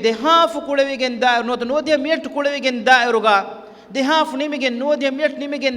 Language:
Divehi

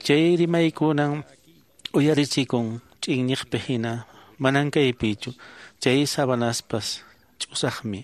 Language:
Quechua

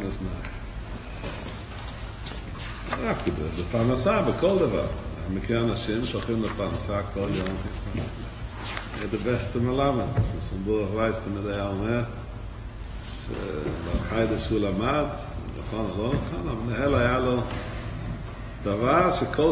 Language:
Hebrew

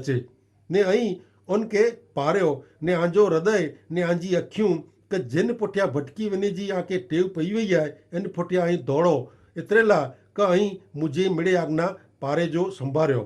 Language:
Kachhi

